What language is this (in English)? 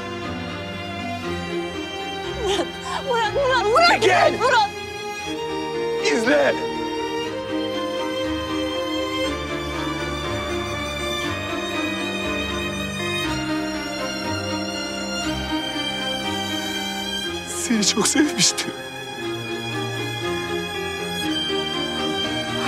Turkish